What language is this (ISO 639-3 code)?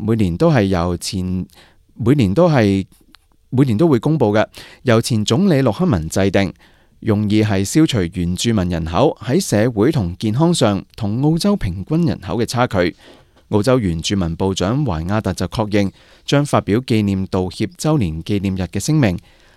yue